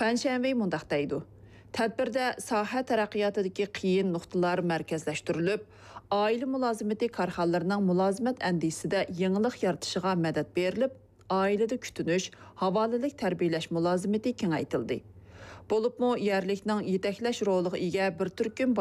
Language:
Uyghur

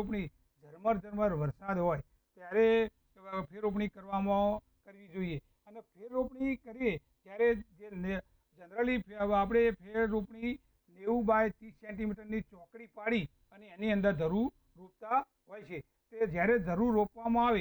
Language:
Gujarati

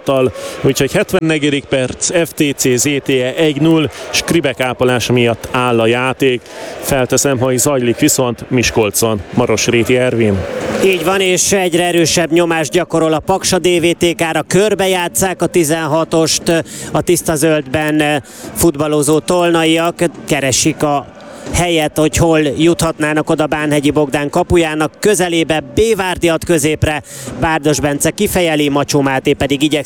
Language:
Hungarian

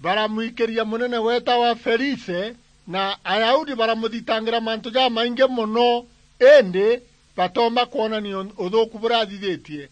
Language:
Meru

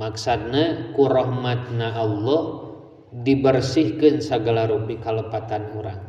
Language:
Sundanese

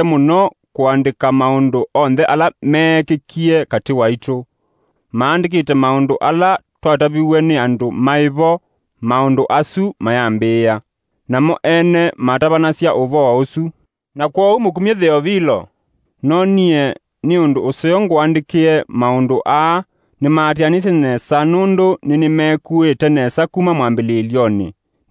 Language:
Kamba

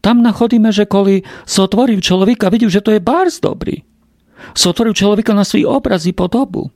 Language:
Rusyn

